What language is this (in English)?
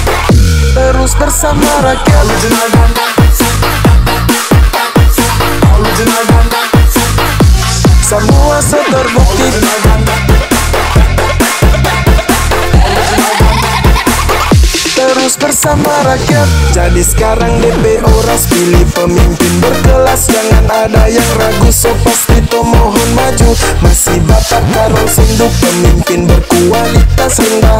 Indonesian